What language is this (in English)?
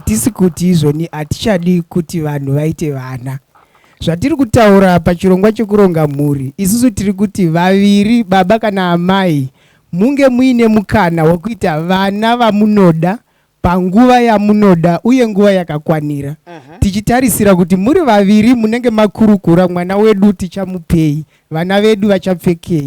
Shona